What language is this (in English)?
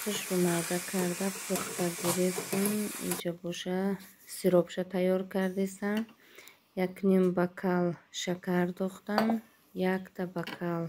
Tajik